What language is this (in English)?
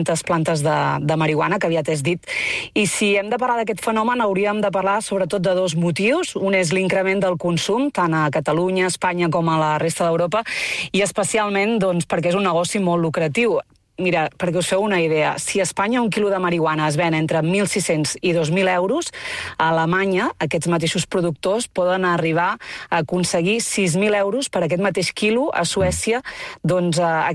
Catalan